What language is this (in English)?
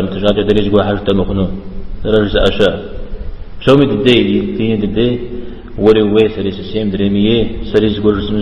Kabardian